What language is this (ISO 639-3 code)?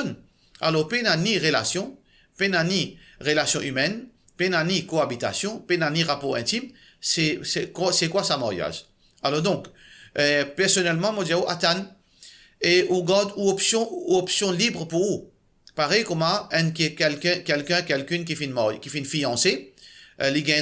mfe